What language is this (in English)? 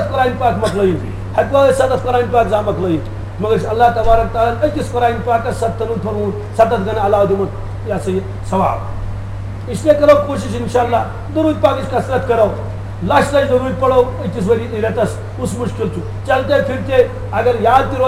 Kashmiri